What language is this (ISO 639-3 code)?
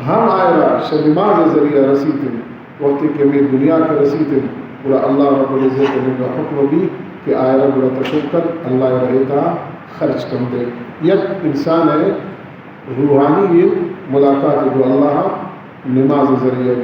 bal